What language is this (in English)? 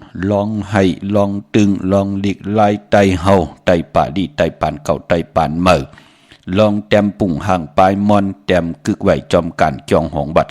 Shan